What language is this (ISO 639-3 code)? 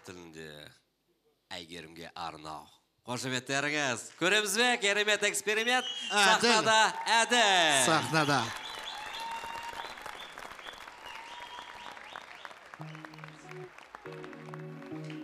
kaz